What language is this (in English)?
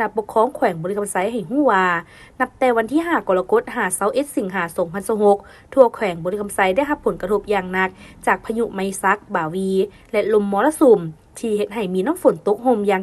Lao